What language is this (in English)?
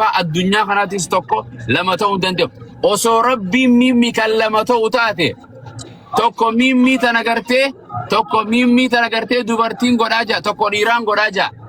Oromo